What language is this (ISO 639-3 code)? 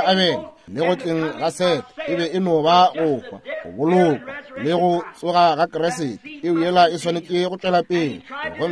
nso